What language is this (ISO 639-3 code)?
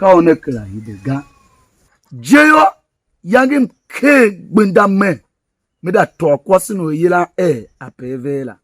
tiv